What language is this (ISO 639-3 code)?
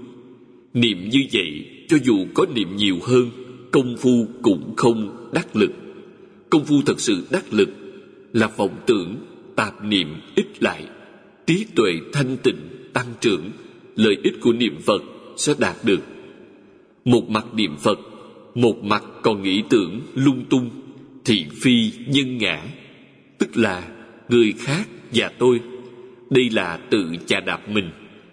vie